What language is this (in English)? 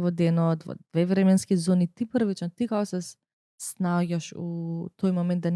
Macedonian